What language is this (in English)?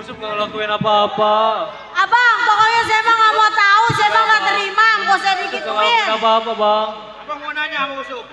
Betawi